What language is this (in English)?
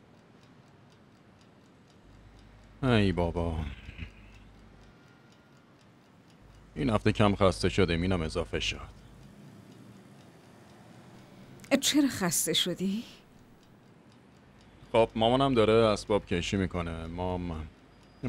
Persian